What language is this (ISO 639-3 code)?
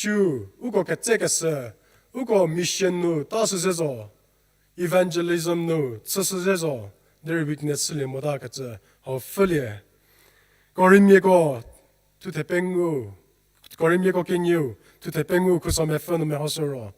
njm